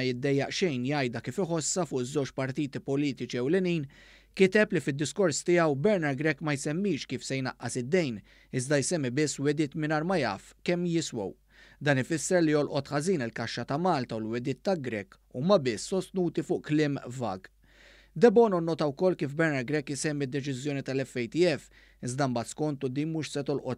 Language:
Maltese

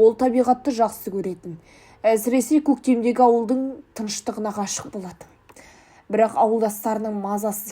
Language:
Kazakh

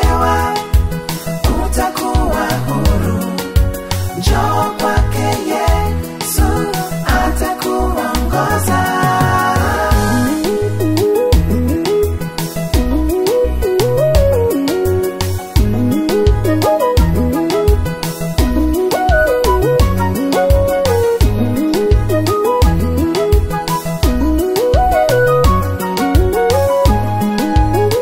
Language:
Swahili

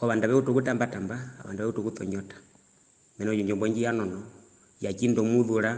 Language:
Herero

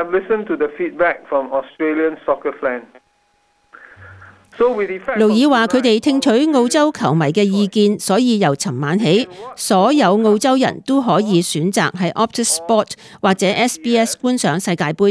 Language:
Cantonese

